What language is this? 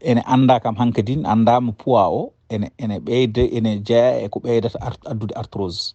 Fula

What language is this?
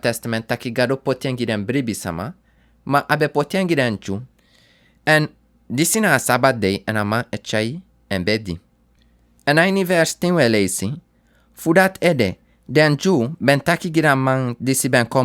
Sranan Tongo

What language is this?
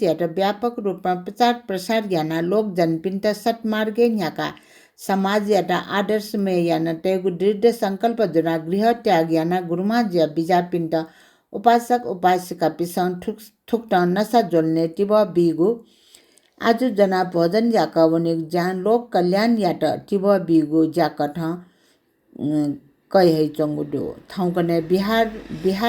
Newari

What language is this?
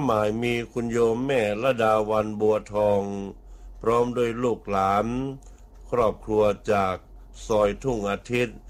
Thai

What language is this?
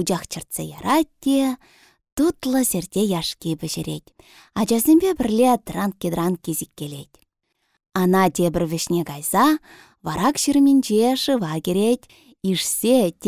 Chuvash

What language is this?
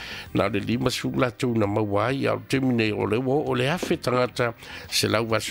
Samoan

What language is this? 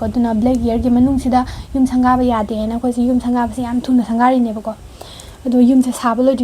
Manipuri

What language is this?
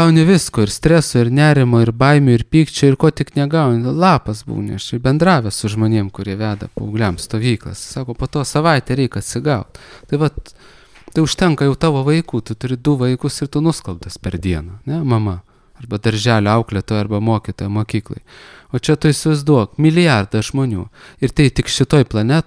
Lithuanian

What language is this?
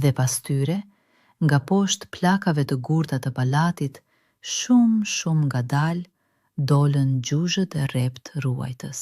Albanian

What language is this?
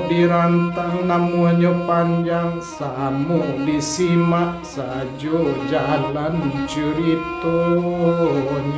Minangkabau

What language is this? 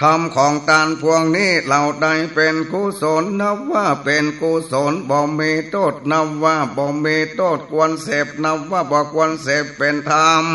Northern Thai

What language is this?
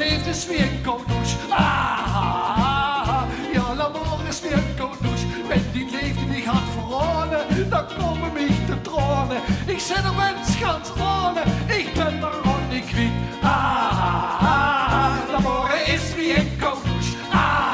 Limburgish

